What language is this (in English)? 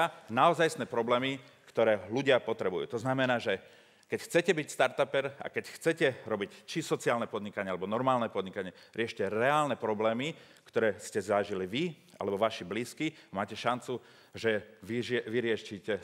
Slovak